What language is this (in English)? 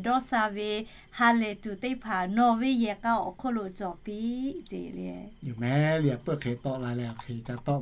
Lahu